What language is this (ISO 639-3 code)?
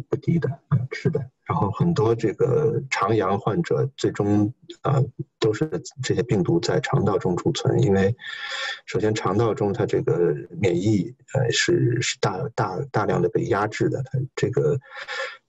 zho